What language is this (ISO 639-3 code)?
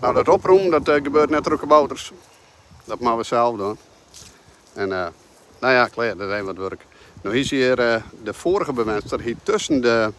fry